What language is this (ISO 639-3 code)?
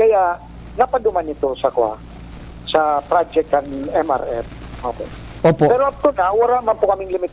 bik